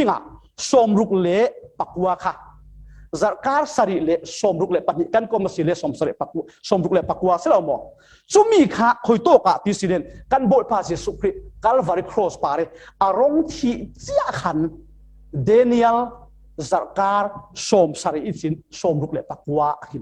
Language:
Falam Chin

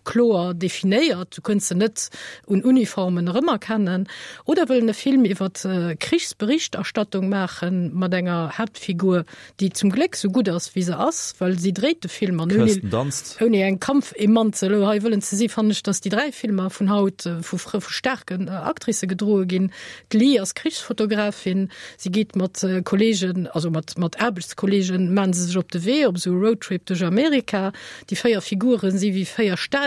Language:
Luxembourgish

